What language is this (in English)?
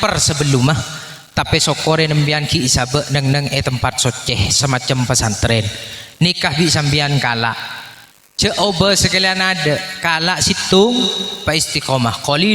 Madurese